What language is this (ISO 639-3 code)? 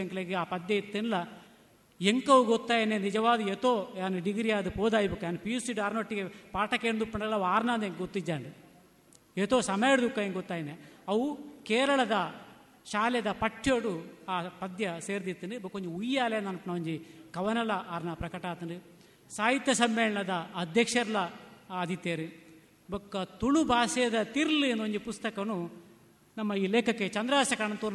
tcy